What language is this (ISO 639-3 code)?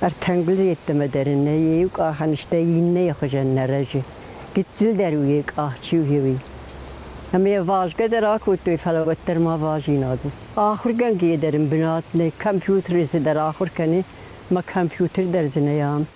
oss